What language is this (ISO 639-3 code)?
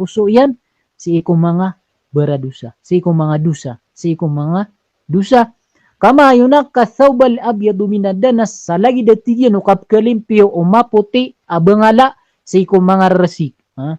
mrw